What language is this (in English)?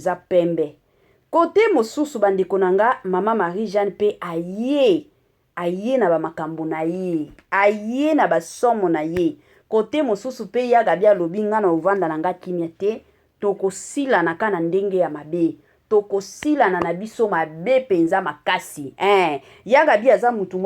Lingala